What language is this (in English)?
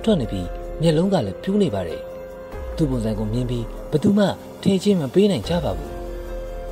Burmese